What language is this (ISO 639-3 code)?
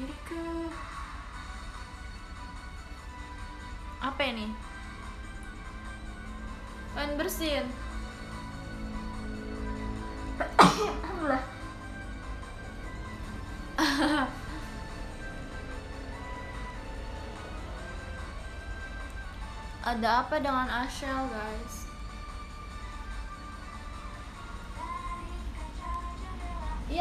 ind